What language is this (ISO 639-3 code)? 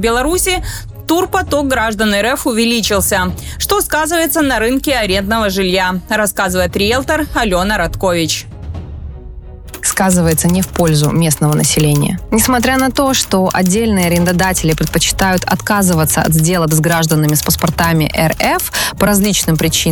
rus